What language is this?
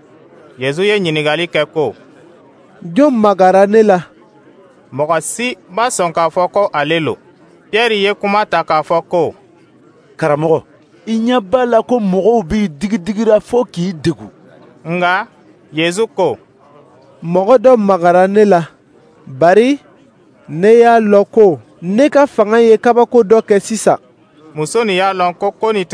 Dyula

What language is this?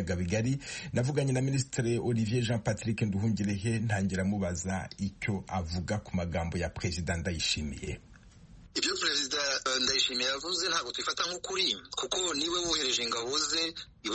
Kinyarwanda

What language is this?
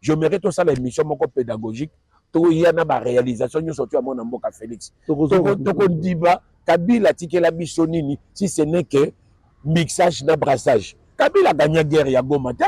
Lingala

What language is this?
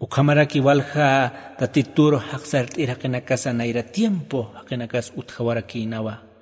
Aymara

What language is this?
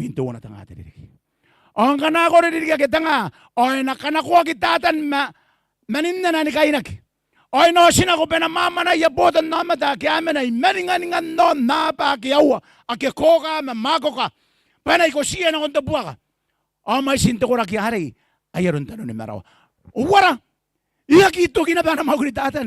Gilbertese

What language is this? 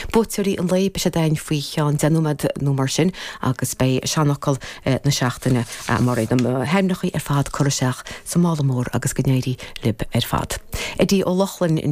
Irish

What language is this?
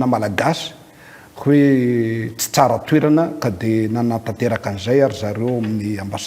Malagasy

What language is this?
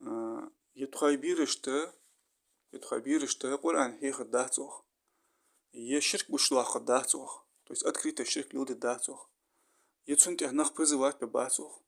Ingush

